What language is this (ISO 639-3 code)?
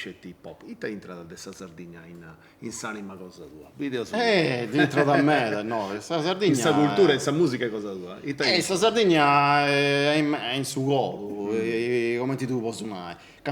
srd